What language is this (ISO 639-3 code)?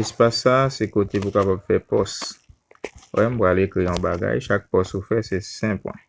hat